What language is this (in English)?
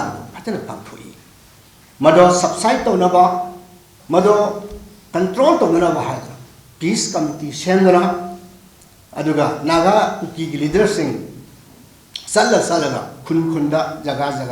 Manipuri